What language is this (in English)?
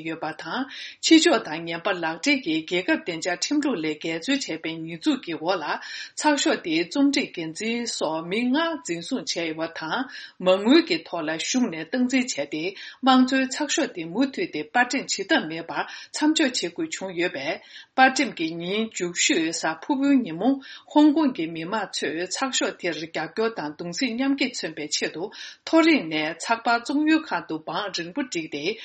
Tibetan